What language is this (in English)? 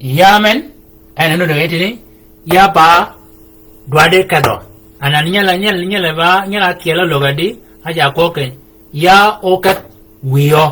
Shilluk